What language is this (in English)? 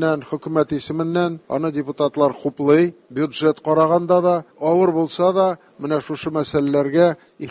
Tatar